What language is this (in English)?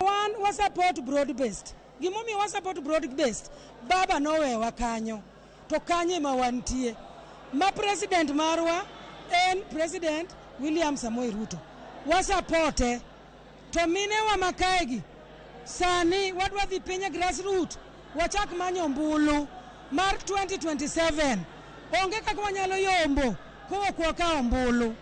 Luo (Kenya and Tanzania)